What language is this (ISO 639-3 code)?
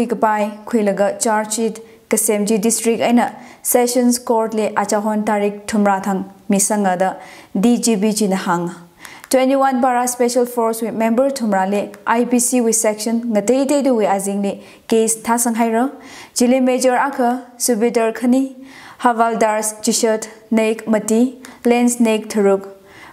nmf